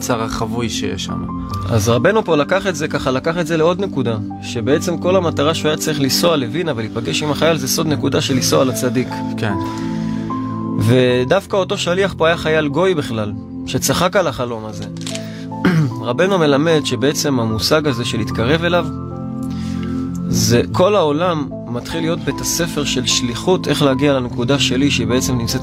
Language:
Hebrew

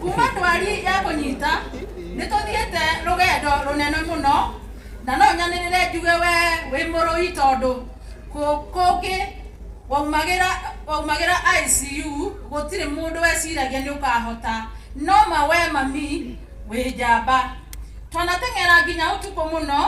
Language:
Kikuyu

